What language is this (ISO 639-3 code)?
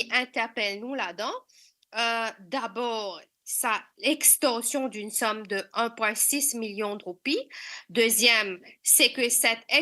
mfe